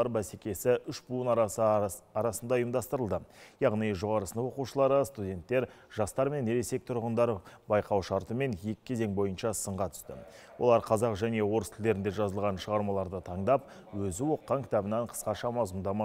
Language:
Kazakh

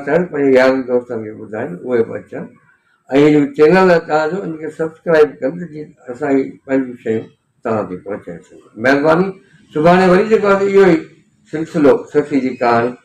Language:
Sindhi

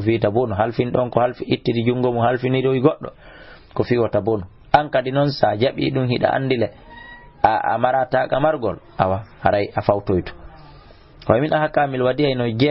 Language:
Fula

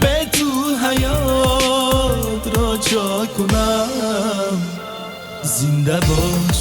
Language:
Tajik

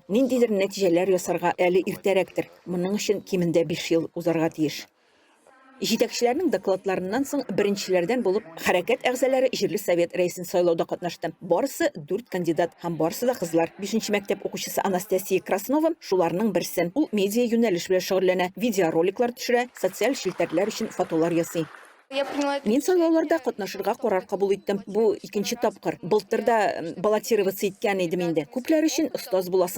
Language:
Tatar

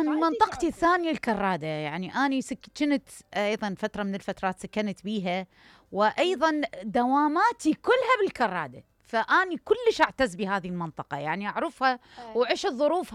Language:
Mesopotamian Arabic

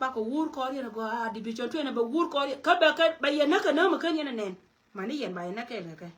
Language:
Nuer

